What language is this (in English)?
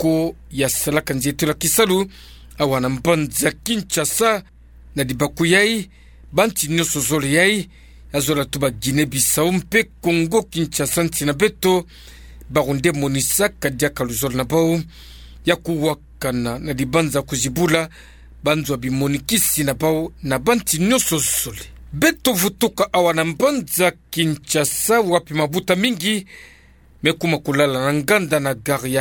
Kituba (Democratic Republic of Congo)